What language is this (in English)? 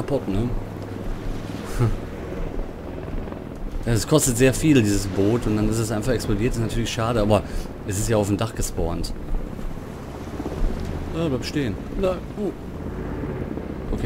German